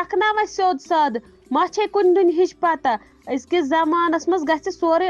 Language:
Kashmiri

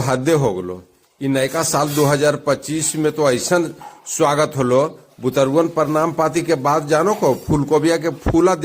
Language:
Magahi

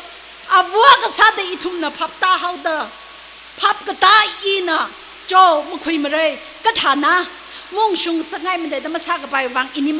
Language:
Tangkhul Naga (India)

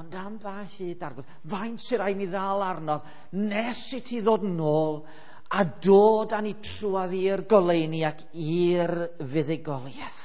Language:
Welsh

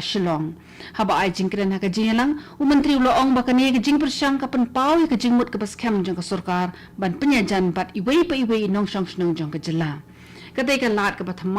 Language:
Khasi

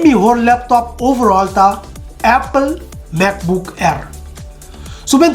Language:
Papiamento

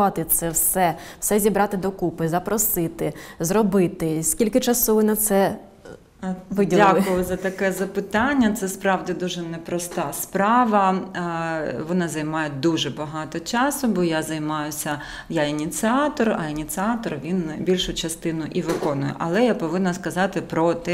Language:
Ukrainian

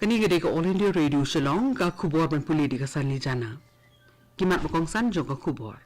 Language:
Khasi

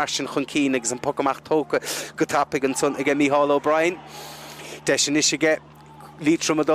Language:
Irish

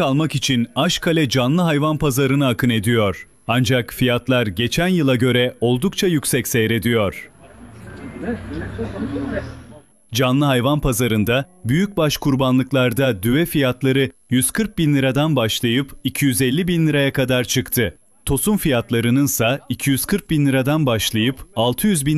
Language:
Turkish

